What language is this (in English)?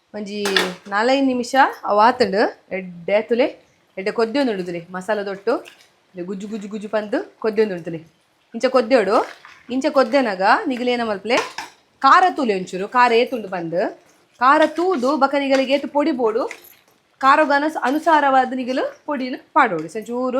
Tulu